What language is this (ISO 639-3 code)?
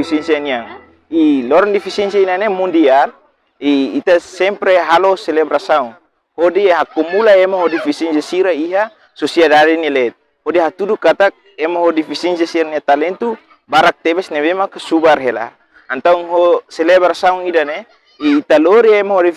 tet